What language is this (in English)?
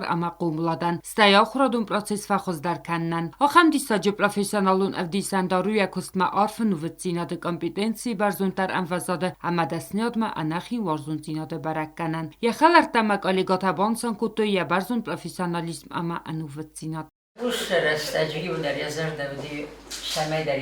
Ossetic